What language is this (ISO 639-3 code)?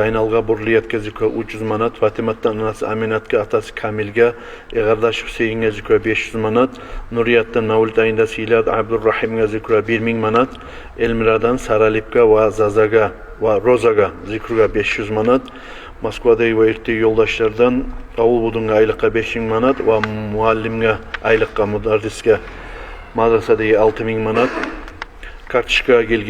kum